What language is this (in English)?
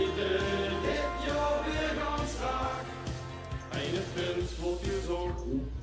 Limburgish